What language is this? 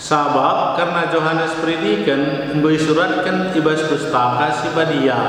Batak Karo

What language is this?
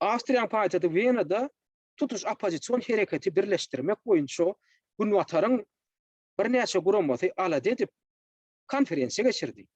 Turkmen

